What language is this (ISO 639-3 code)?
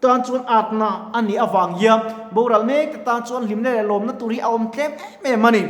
lus